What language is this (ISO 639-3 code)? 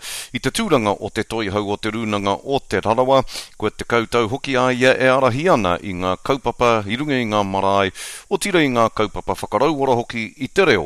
mri